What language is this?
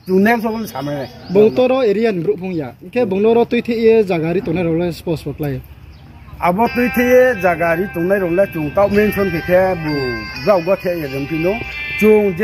Riang (India)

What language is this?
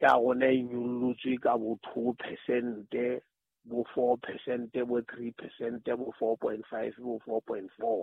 Southern Sotho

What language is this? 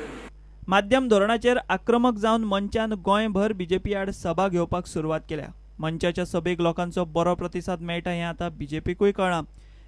Konkani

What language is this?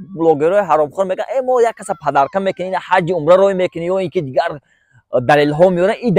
Tajik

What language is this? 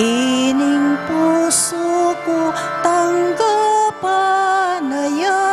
Pampanga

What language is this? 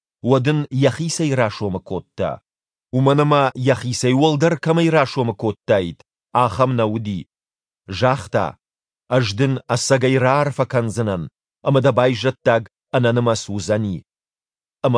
Ossetic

